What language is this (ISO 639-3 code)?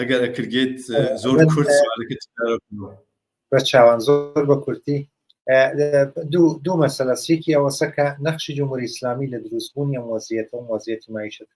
ckb